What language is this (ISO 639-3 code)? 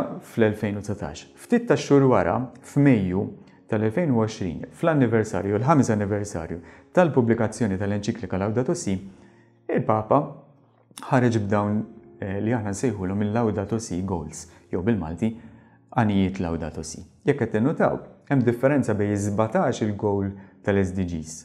mlt